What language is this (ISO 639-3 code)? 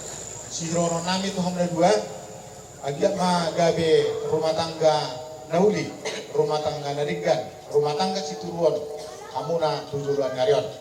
bbc